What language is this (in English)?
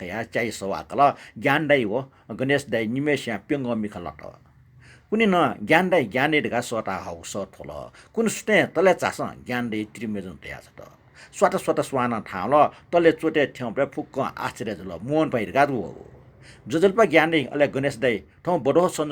Newari